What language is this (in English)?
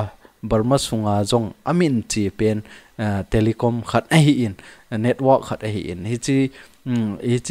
Thado Chin